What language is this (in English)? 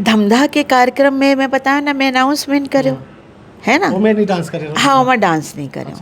Chhattisgarhi